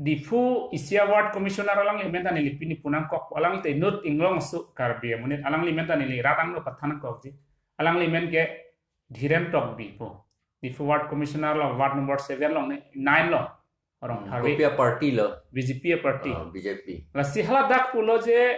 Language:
Karbi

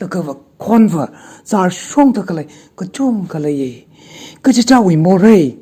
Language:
Tangkhul Naga (India)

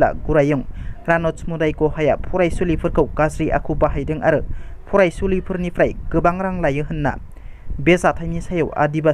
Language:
Bodo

